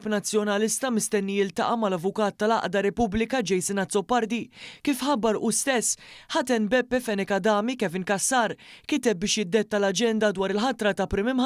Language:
Maltese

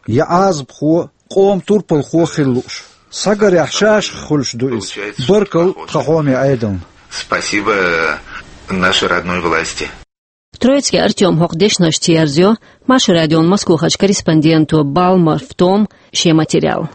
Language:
Chechen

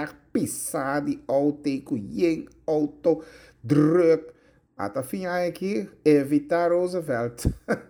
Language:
Papiamento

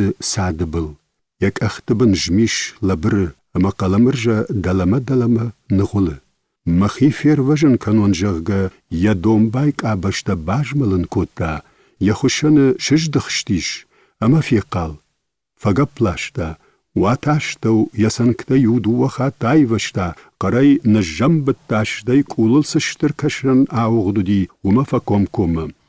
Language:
Ossetic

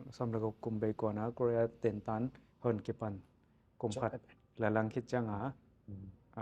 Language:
Tedim Chin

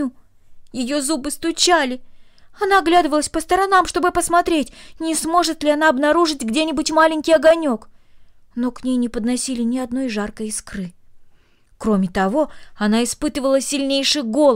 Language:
Russian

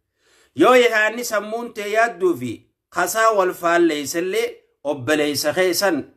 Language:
Oromo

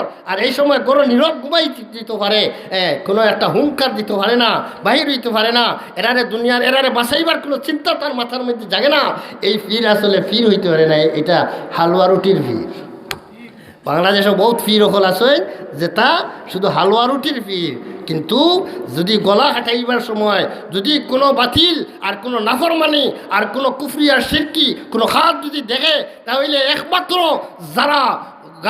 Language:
Sylheti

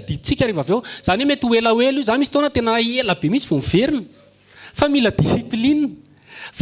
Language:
Malagasy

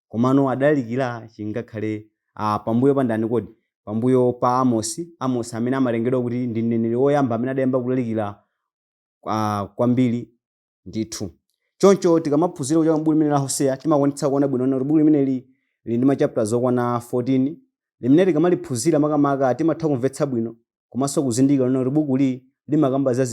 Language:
Nyanja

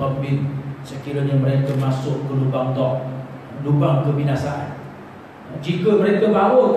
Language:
Malay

